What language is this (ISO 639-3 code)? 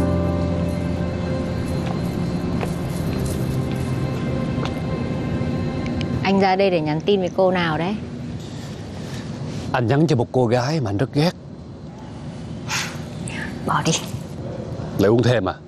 vie